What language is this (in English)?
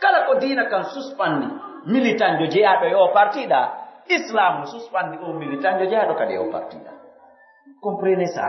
Pular